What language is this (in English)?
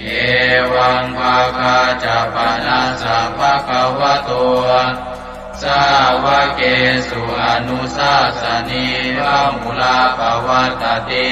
Pali